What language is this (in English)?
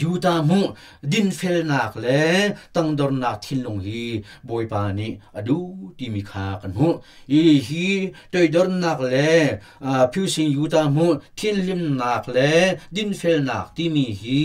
Hakha Chin